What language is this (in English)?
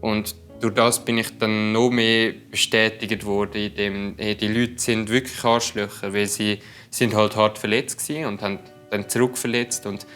Swiss German